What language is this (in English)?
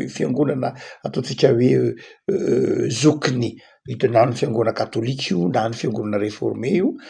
Malagasy